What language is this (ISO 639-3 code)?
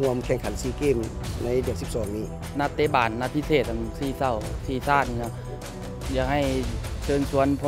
lao